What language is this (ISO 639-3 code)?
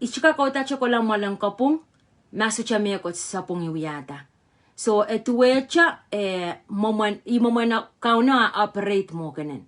pon